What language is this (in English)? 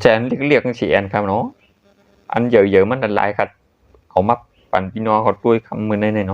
Shan